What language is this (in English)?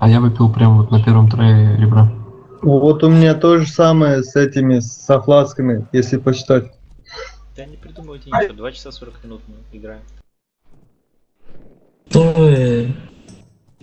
Russian